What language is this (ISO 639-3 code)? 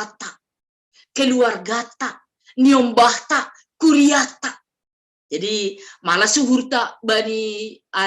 bts